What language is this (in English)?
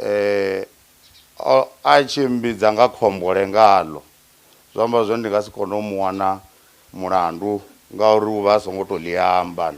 Venda